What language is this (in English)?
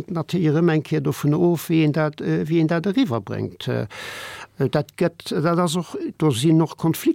Luxembourgish